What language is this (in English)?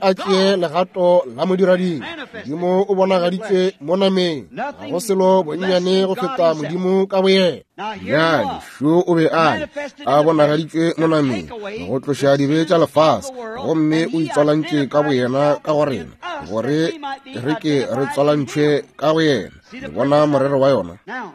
Northern Sotho